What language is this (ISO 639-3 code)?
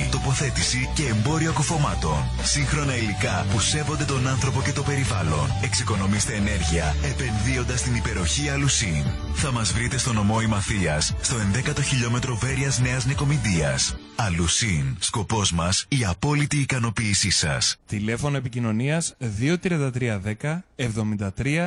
ell